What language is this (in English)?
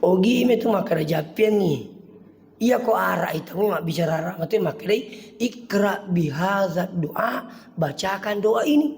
Buginese